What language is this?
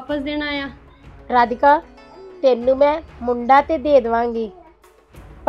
Punjabi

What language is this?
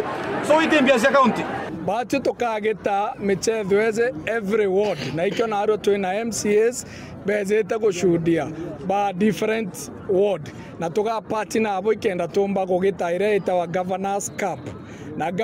Meru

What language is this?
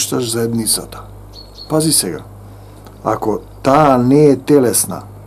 Macedonian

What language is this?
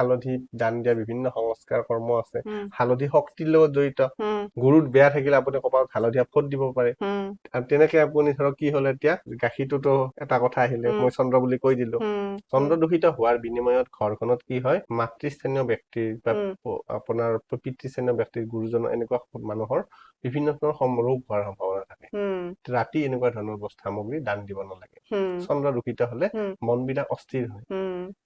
Assamese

